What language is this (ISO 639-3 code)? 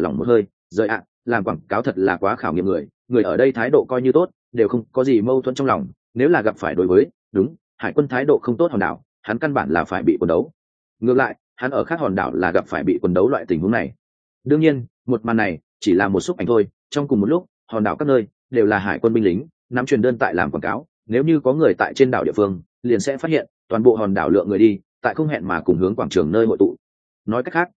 vie